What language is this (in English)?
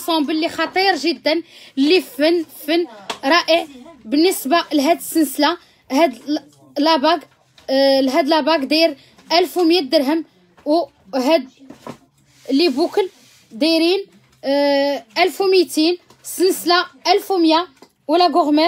Moroccan Arabic